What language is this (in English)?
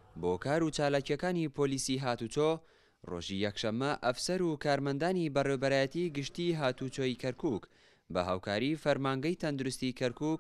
Central Kurdish